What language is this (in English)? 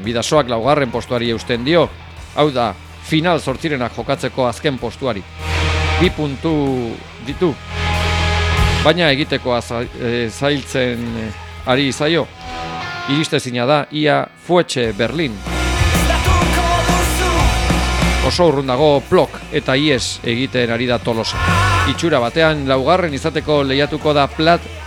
Basque